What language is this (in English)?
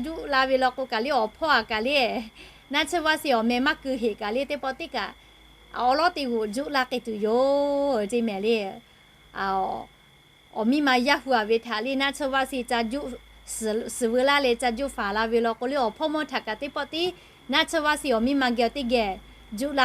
Lahu